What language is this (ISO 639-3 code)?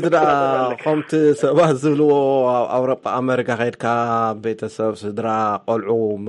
tir